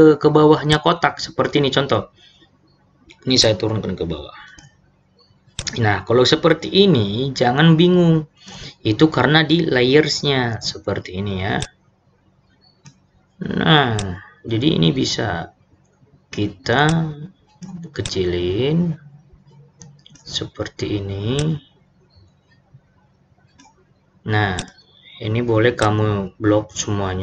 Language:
Indonesian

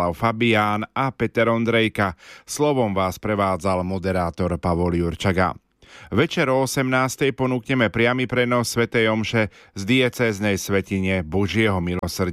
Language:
Slovak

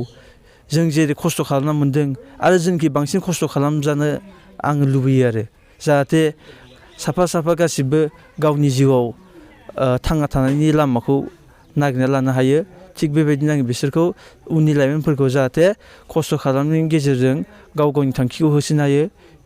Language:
Bodo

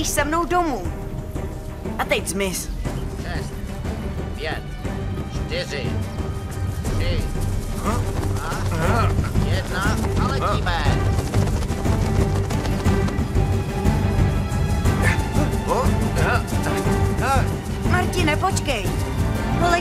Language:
Czech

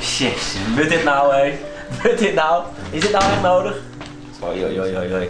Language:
Western Frisian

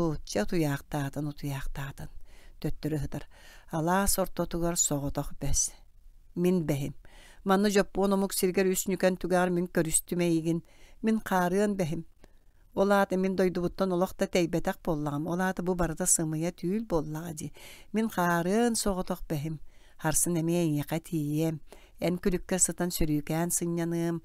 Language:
Yakut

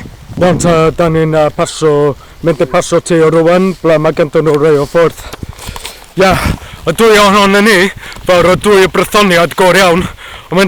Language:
Welsh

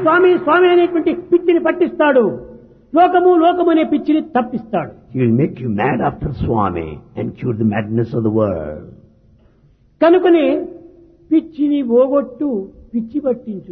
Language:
Telugu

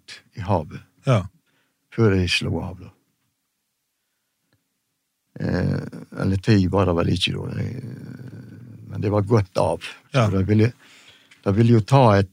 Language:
Norwegian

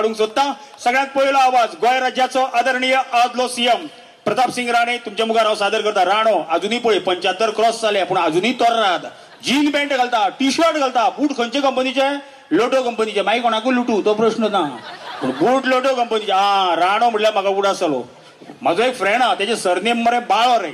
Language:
Konkani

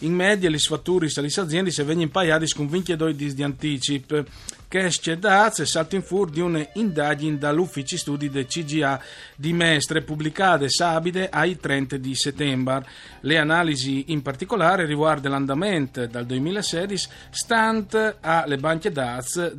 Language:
Friulian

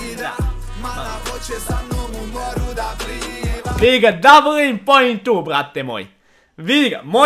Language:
Croatian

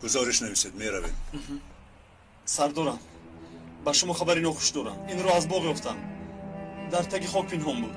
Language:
Tajik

